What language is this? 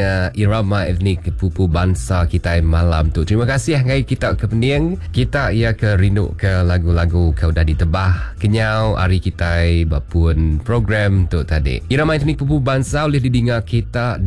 Iban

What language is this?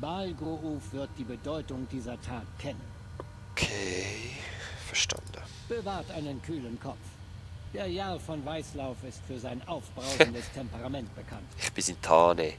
Swiss German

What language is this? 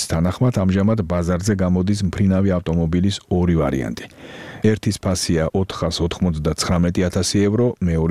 Georgian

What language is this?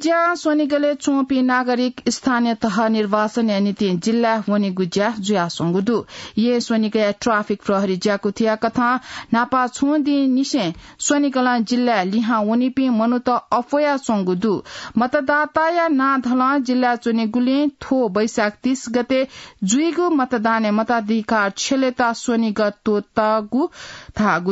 Newari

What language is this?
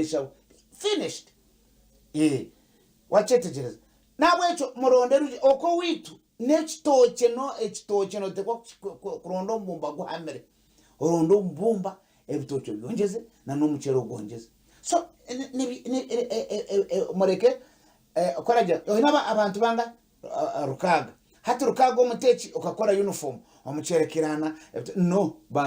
Nyankole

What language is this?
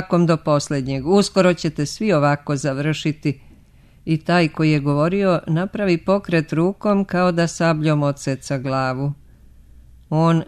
Serbian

